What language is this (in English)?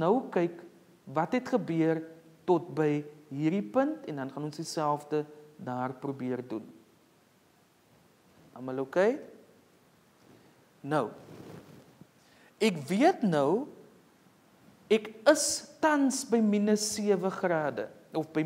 Afrikaans